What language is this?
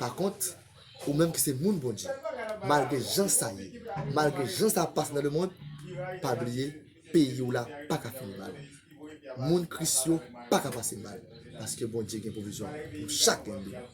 Haitian Creole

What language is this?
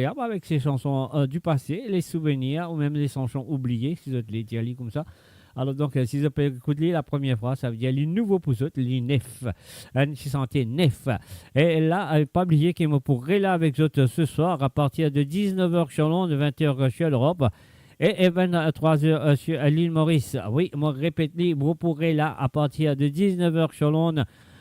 Morisyen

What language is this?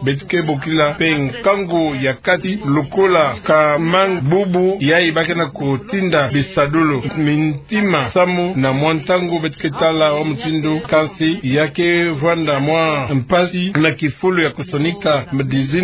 Kituba (Democratic Republic of Congo)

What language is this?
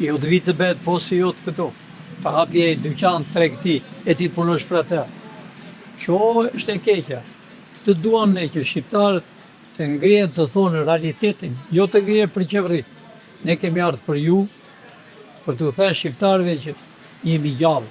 Albanian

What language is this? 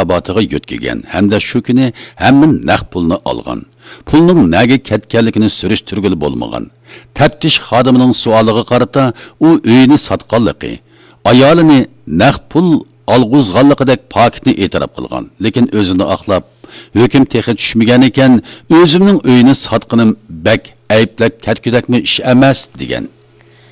Uyghur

